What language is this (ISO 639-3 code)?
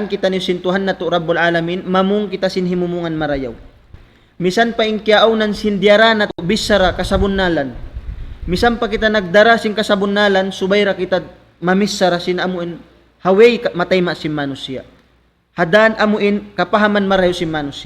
tsg